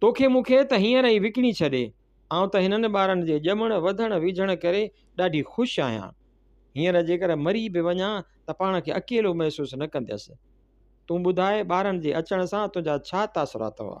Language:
Sindhi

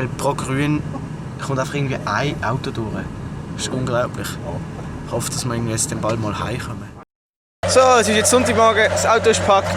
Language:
Swiss German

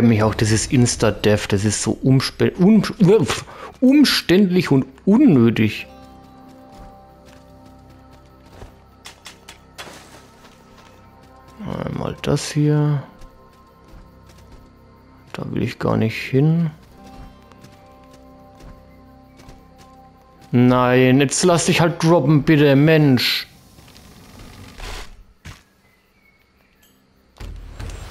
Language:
German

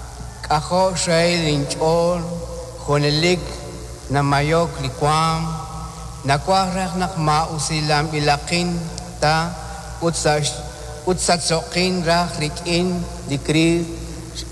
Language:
Kekchí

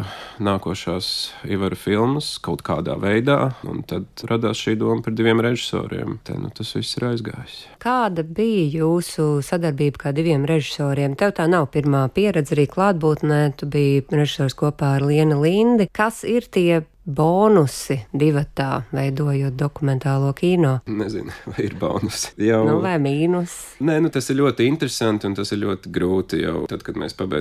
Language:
Latvian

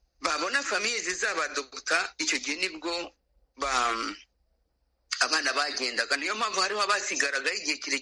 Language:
Kinyarwanda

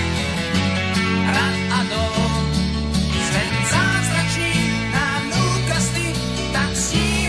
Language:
Slovak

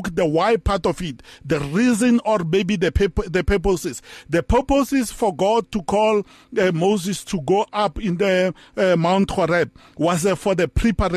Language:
English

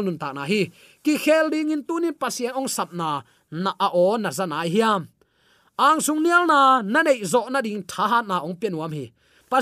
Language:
Tedim Chin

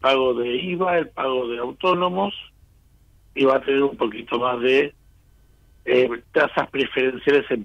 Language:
Spanish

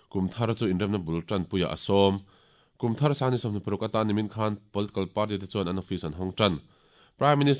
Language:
Mizo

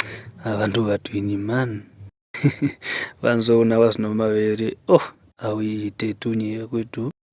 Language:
Kwangali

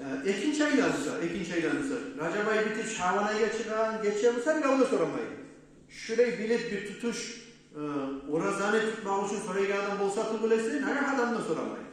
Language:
Kumyk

